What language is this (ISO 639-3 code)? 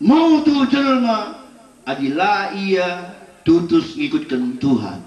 btx